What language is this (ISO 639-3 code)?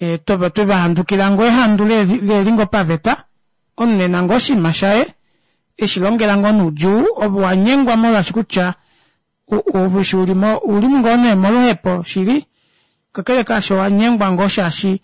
kua